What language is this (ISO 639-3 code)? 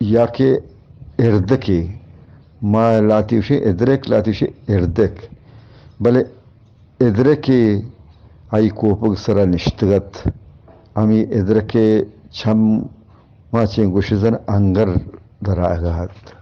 bgp